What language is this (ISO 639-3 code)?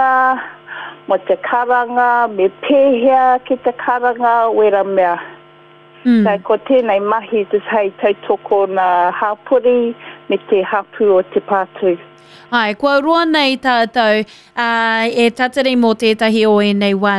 mri